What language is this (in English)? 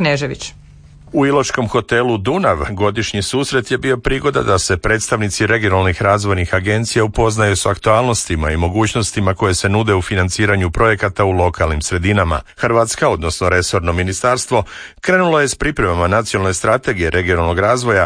Croatian